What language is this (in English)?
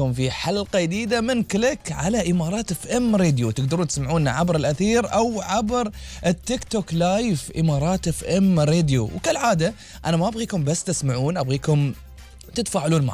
Gulf Arabic